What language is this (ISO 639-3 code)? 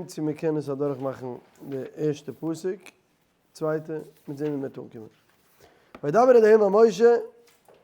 yid